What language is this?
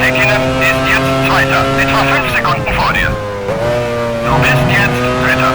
Bavarian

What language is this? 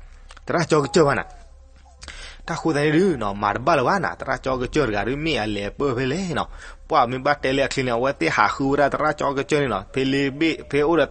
S'gaw Karen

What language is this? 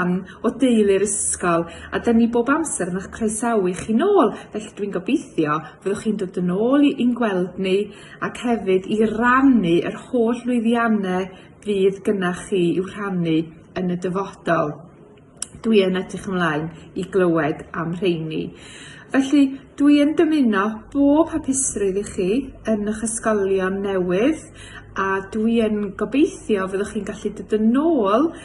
Welsh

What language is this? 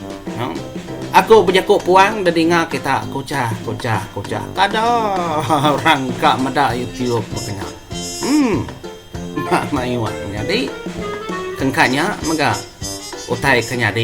Iban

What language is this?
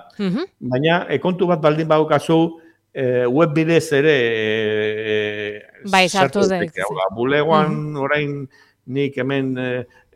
Basque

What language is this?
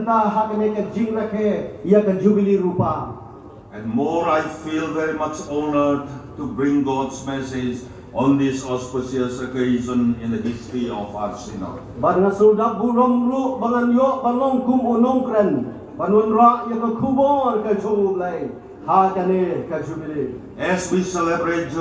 Khasi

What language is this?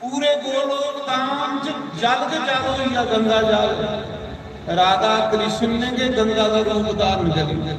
Dogri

